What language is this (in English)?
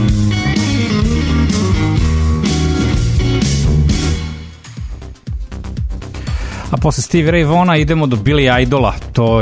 Serbian